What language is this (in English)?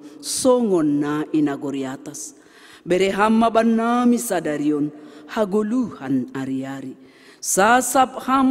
Batak Simalungun